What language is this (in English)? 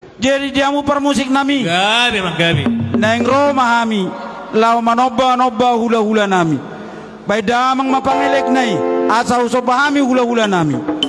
Batak Toba